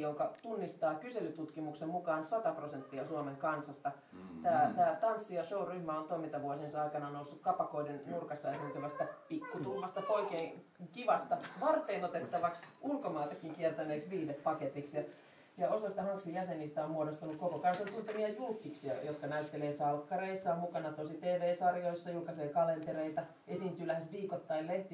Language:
Finnish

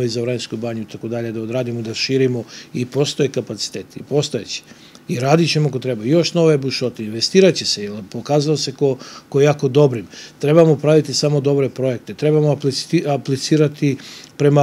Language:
Serbian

